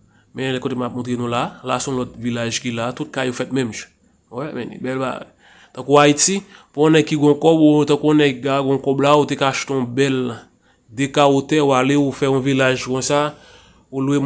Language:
Haitian Creole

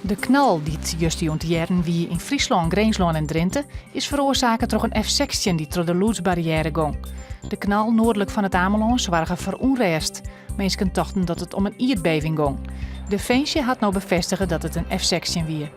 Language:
Western Frisian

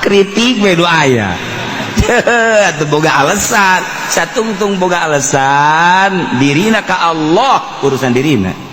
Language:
Sundanese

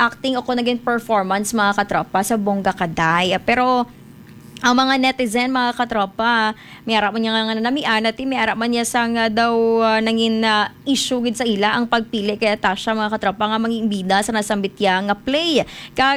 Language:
Hiligaynon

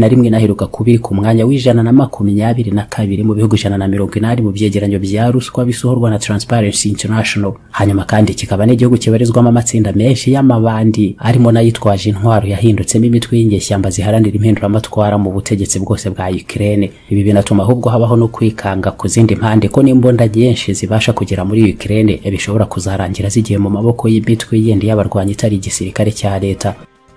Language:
Kinyarwanda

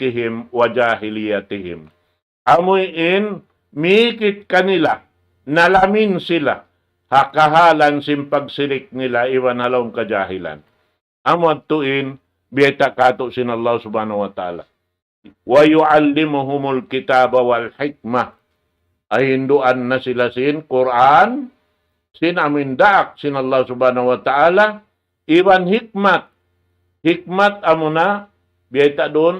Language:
Tausug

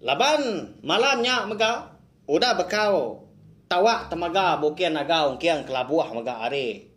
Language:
Iban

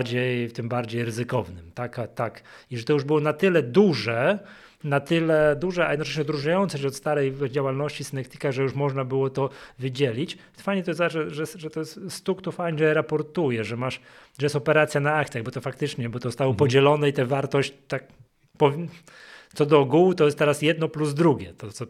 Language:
Polish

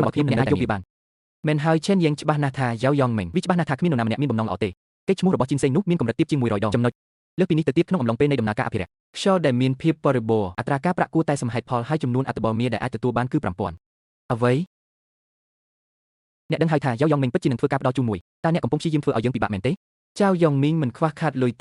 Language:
Khmer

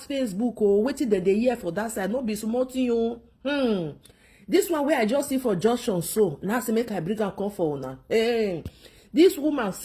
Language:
Nigerian Pidgin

